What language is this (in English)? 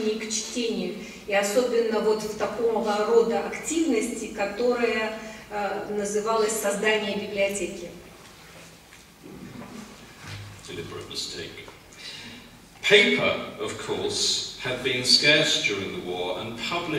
Russian